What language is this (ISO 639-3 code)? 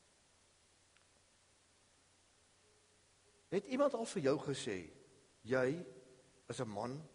afr